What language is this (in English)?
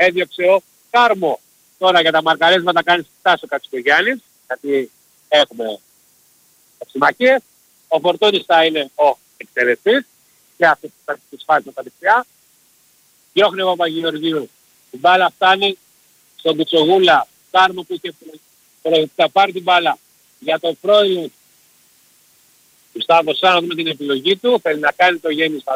Greek